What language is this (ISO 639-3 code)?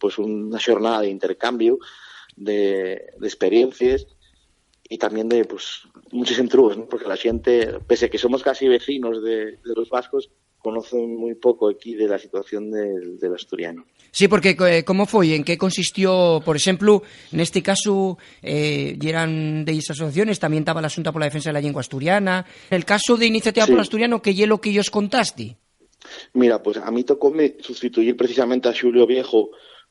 ast